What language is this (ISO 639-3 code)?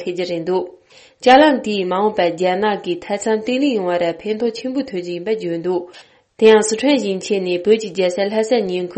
bod